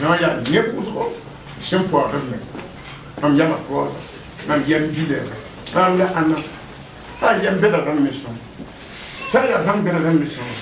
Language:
Mossi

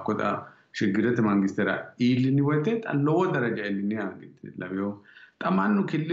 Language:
Sidamo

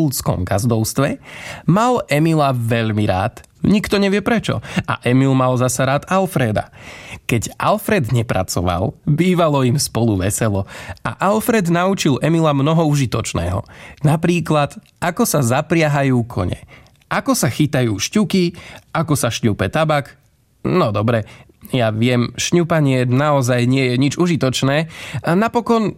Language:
Slovak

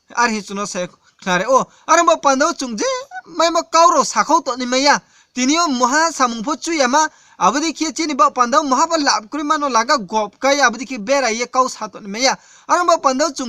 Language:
Riang (India)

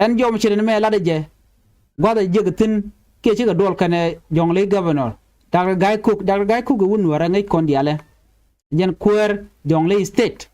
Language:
Nuer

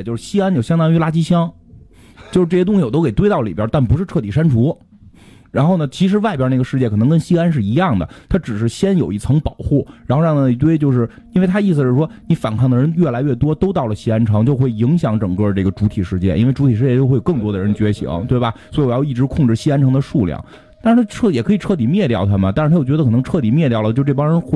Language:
Chinese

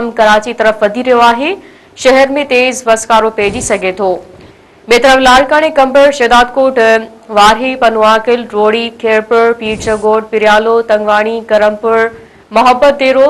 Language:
Sindhi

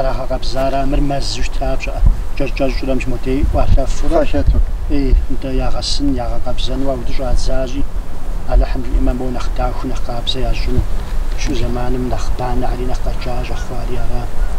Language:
Kabardian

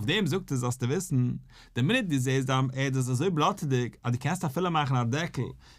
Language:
Yiddish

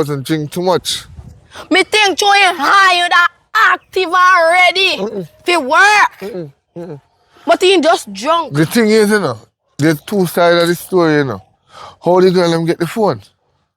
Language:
Jamaican Creole English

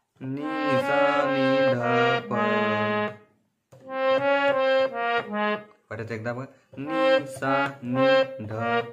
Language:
Marathi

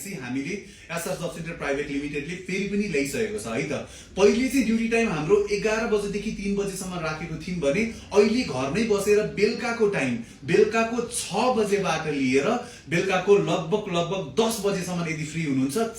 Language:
Nepali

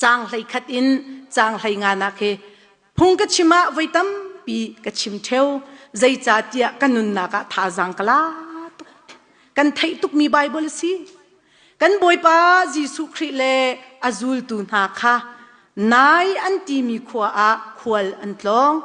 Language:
Hakha Chin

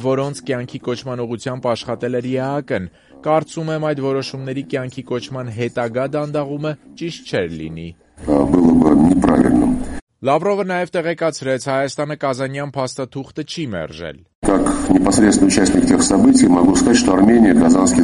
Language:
Armenian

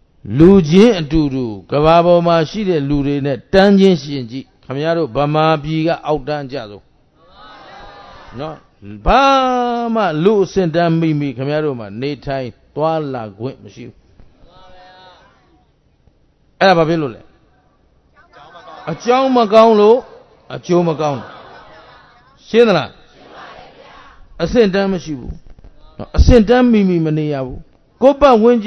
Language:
Burmese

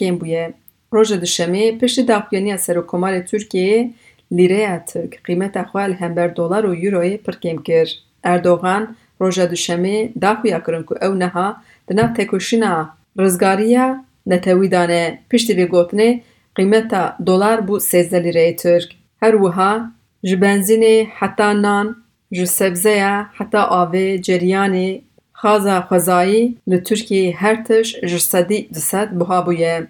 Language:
Kurdish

